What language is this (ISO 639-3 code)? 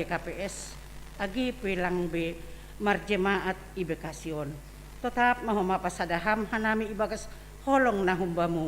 bts